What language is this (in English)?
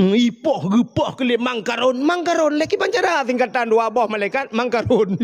Achinese